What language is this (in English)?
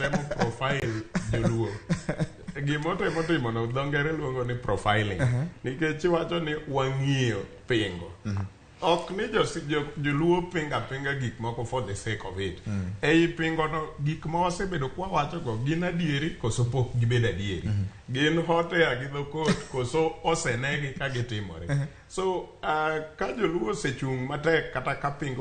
Luo (Kenya and Tanzania)